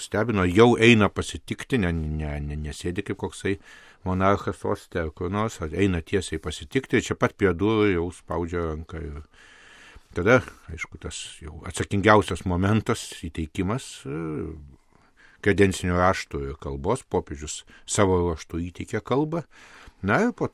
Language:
Lithuanian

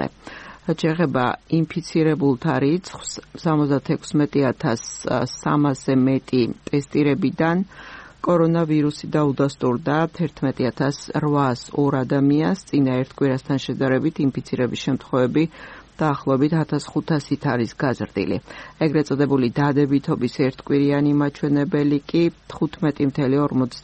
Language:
Georgian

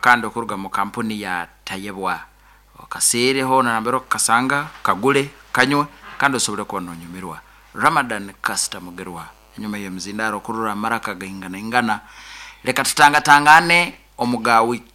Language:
Nyankole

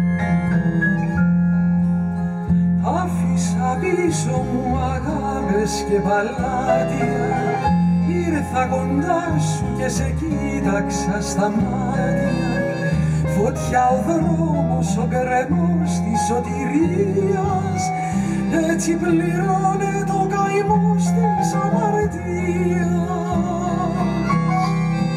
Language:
Greek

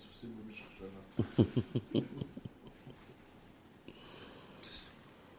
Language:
Hebrew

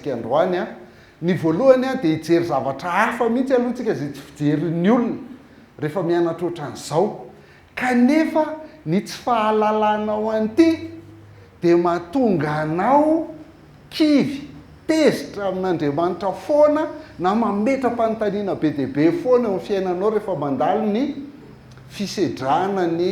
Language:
Malagasy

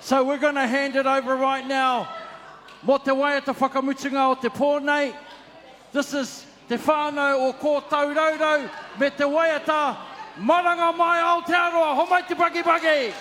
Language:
Māori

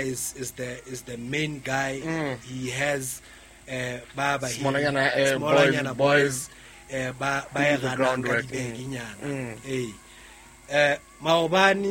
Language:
Southern Sotho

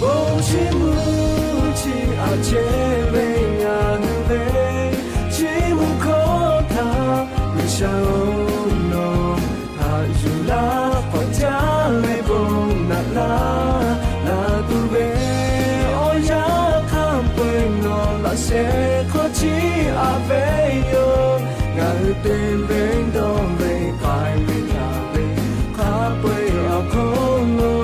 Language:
Lahu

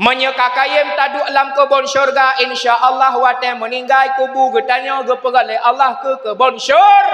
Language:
Achinese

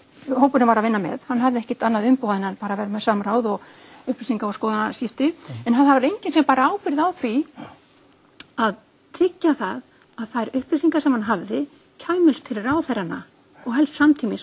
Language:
Icelandic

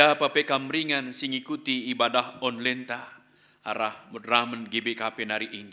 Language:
Batak Karo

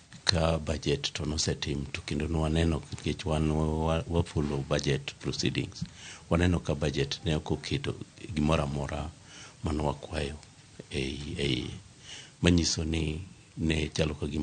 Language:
Luo (Kenya and Tanzania)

